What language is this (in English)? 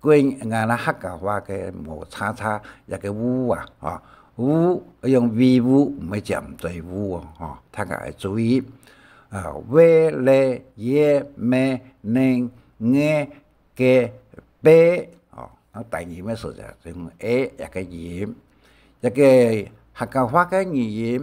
Hakka Chinese